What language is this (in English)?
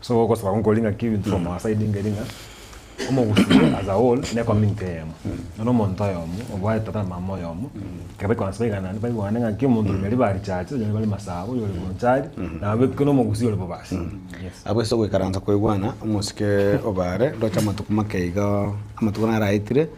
Gusii